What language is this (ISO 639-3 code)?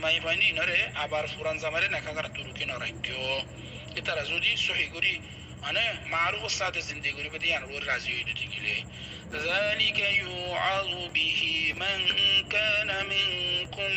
rhg